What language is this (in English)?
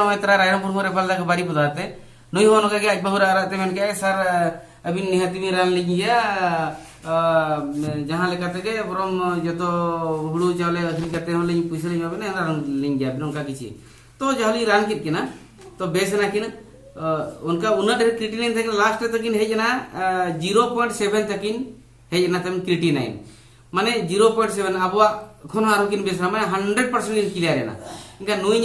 Santali